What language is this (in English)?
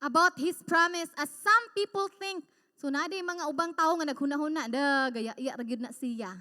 Cebuano